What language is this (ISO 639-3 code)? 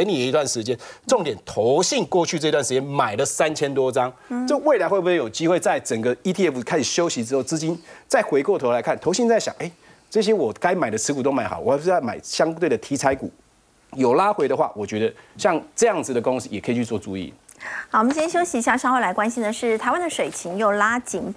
zho